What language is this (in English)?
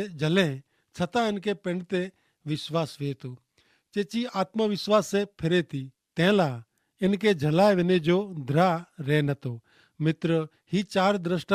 Kachhi